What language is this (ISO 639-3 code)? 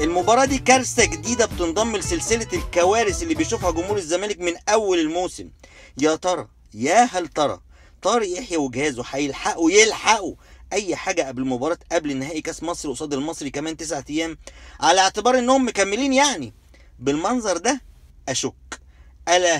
arz